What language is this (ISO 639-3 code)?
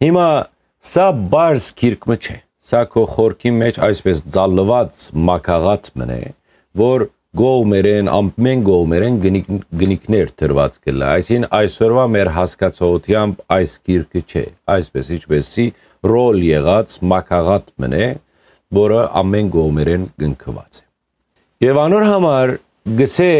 hyw